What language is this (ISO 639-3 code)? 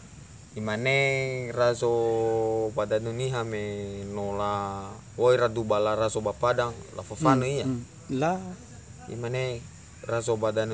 nia